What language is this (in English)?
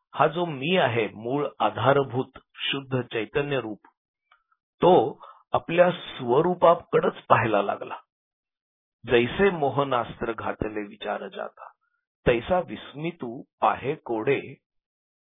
Marathi